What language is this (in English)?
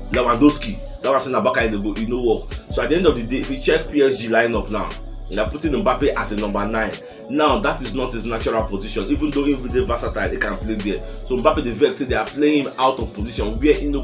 Nigerian Pidgin